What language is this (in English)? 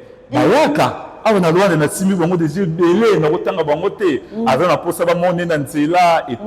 Lingala